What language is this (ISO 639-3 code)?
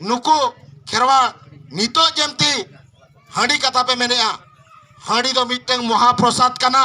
sat